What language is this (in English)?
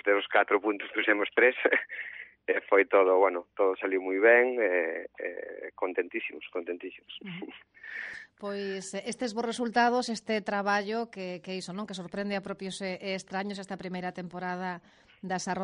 Galician